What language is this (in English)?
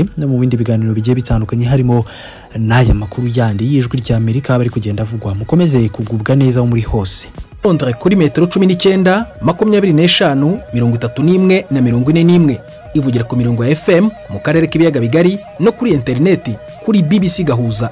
Kinyarwanda